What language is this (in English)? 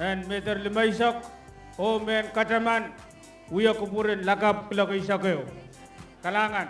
Pohnpeian